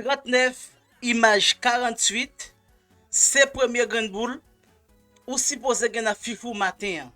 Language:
Haitian Creole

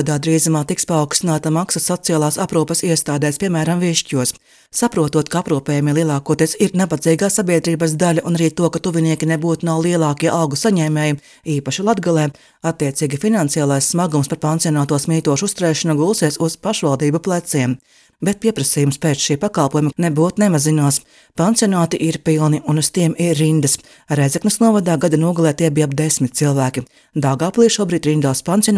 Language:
Latvian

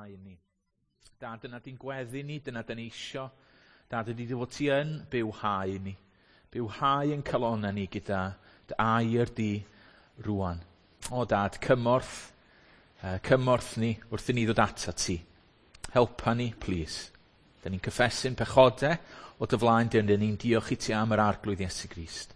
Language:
Welsh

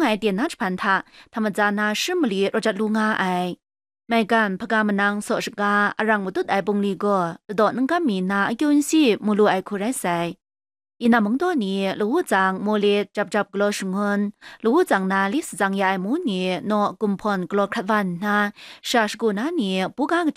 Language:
Kachin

